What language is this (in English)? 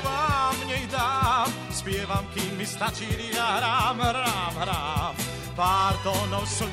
Slovak